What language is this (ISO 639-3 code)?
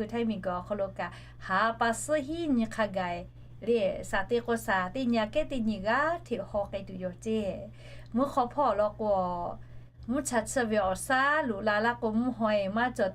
lhu